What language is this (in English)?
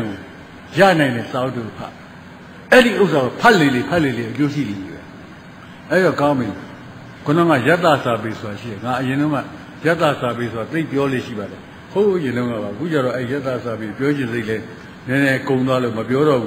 Burmese